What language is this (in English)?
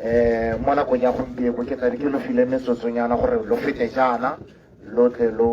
Tswana